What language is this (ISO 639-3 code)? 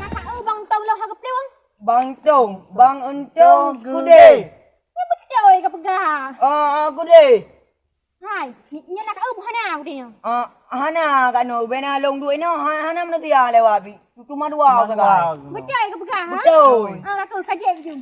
ace